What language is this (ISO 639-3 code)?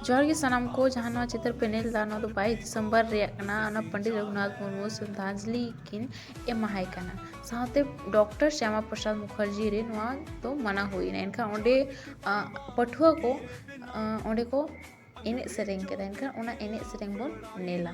sat